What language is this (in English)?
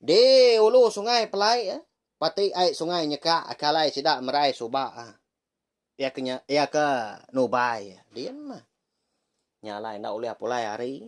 Iban